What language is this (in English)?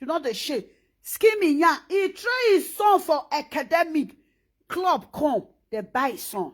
Nigerian Pidgin